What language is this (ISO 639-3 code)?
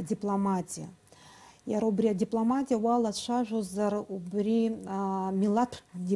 abk